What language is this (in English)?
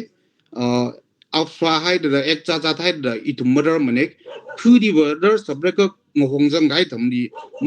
Tangkhul Naga (India)